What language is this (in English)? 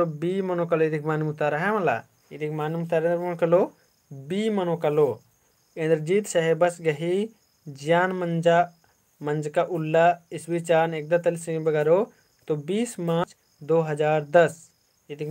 Kurukh